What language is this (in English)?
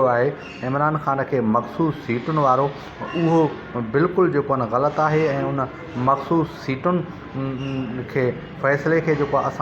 Sindhi